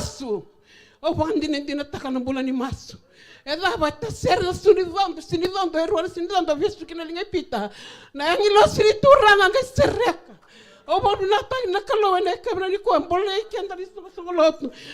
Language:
Fijian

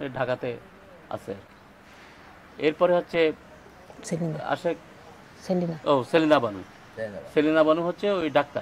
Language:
Bangla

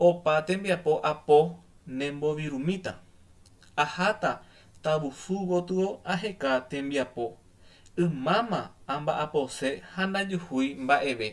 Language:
Guarani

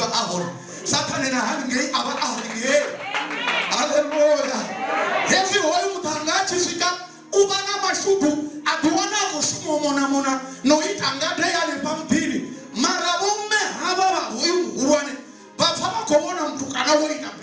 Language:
Venda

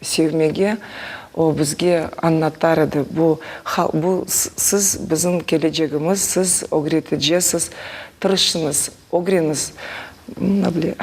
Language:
Crimean Tatar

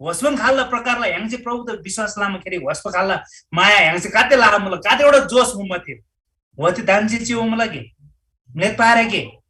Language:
Eastern Tamang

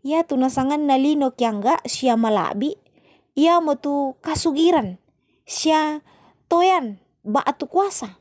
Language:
Toraja-Sa'dan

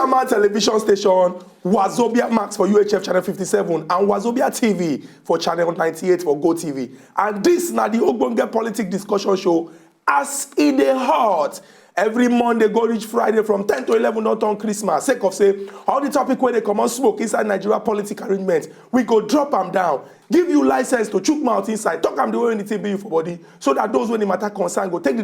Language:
Nigerian Pidgin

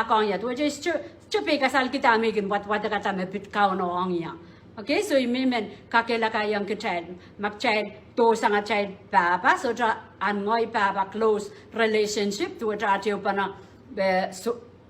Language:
Pohnpeian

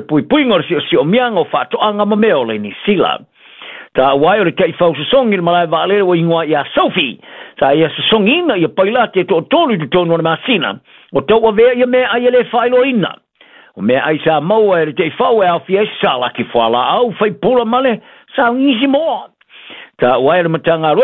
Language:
Samoan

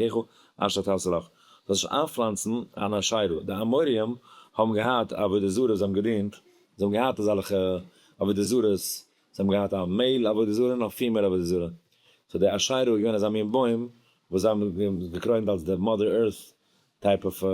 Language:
Yiddish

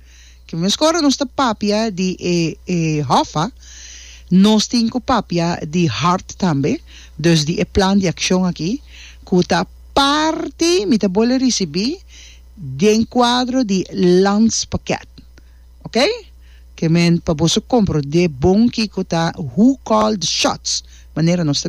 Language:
Papiamento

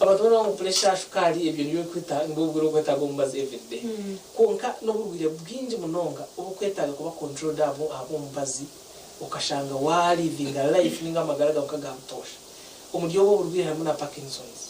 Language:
Nyankole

